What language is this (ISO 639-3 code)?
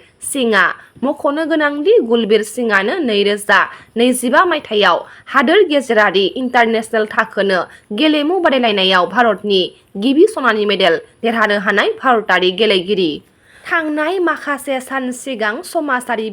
brx